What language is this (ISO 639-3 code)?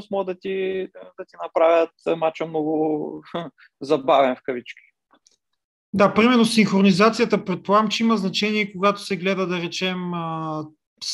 bul